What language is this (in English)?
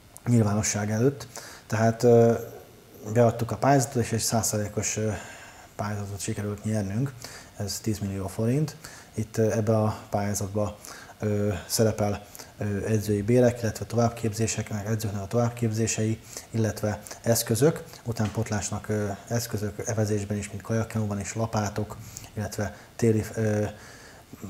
Hungarian